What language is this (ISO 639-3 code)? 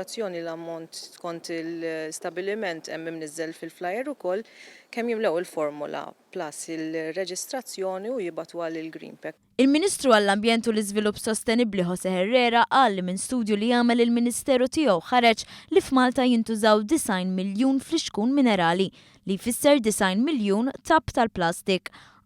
mlt